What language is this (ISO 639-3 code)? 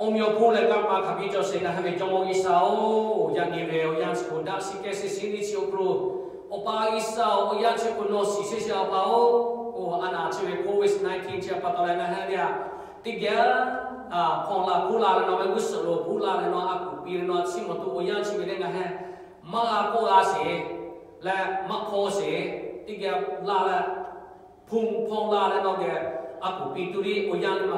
lhu